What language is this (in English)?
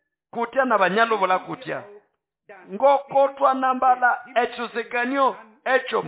Nande